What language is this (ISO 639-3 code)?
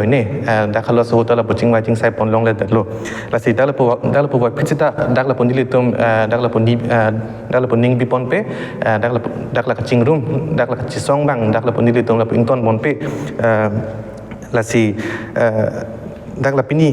mjw